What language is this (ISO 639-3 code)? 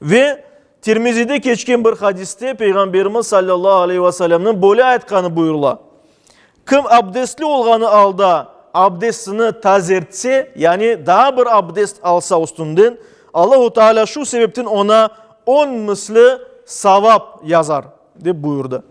crh